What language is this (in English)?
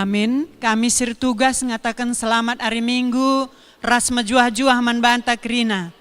Batak Karo